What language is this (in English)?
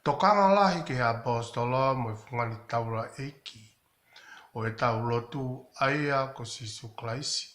Tongan